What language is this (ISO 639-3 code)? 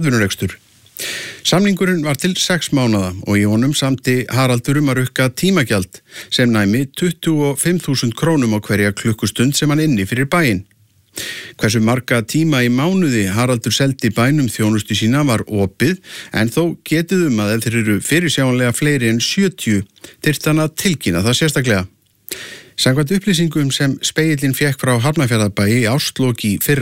isl